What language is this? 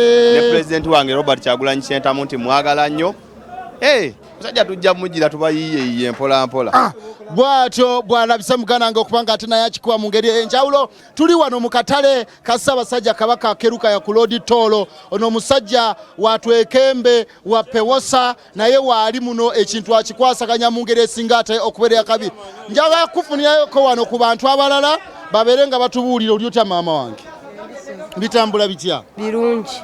Ganda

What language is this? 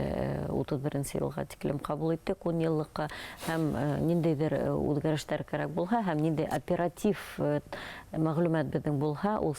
Bashkir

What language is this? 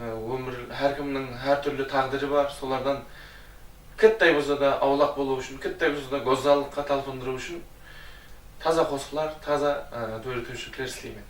Kara-Kalpak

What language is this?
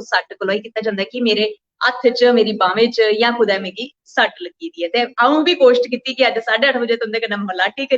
Dogri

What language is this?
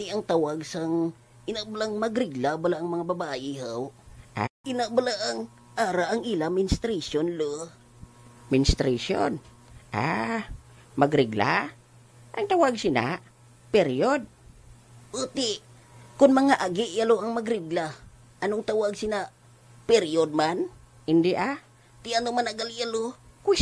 Hiligaynon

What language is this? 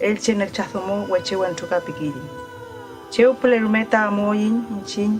Mapuche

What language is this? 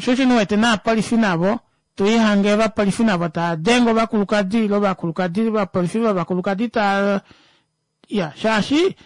Kuanyama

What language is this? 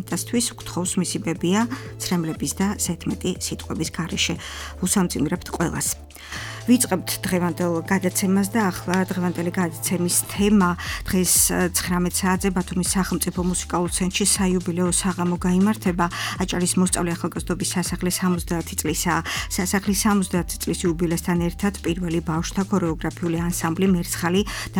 Georgian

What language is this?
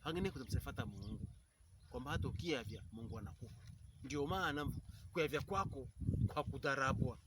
Pokomo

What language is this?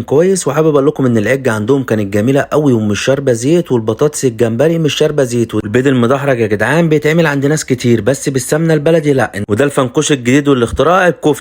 Egyptian Arabic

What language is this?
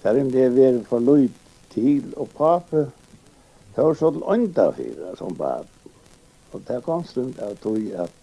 Faroese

